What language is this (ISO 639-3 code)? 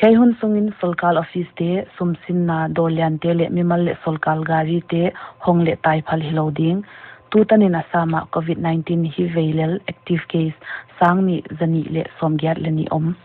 pck